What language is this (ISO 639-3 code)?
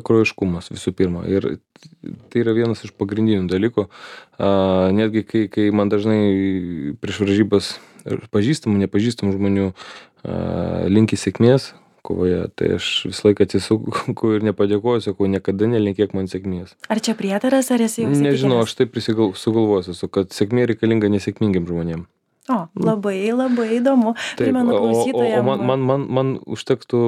lit